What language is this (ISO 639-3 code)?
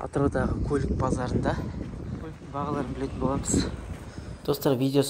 kaz